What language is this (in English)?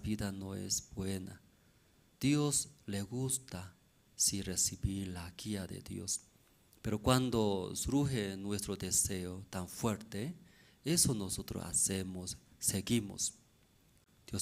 Aymara